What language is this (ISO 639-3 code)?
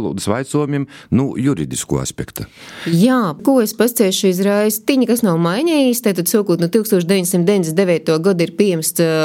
lav